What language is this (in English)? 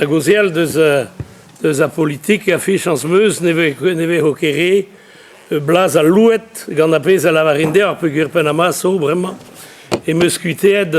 Breton